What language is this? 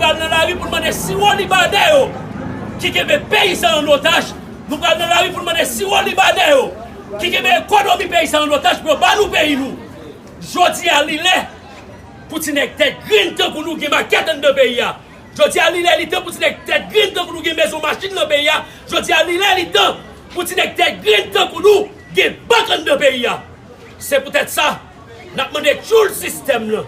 Haitian Creole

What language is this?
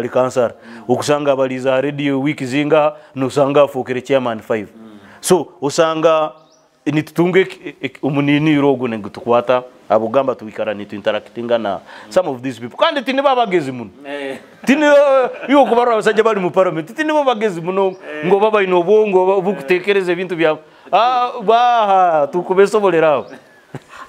Nyoro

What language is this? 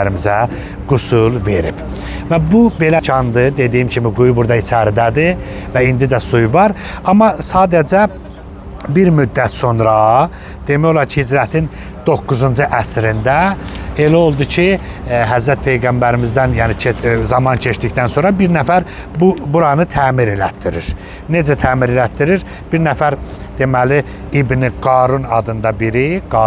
Azerbaijani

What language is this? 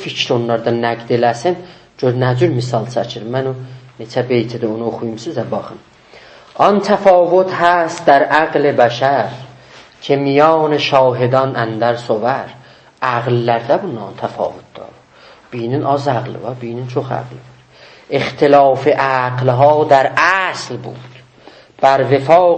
South Azerbaijani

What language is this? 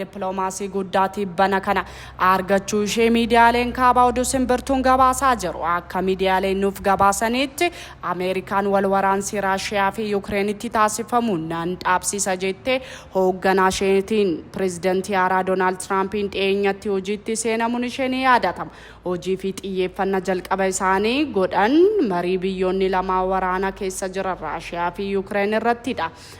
Oromo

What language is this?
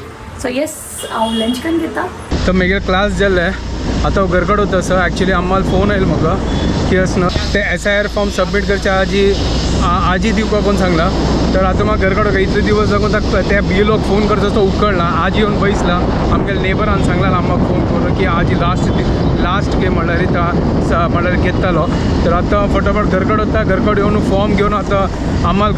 Konkani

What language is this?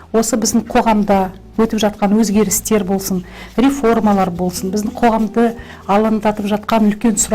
Kazakh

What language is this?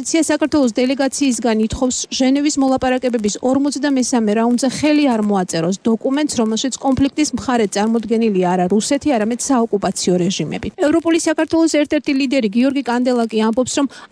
Georgian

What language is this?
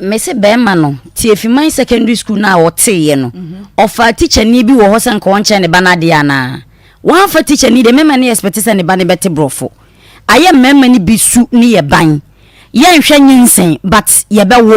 Akan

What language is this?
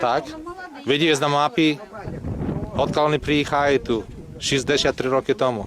Rusyn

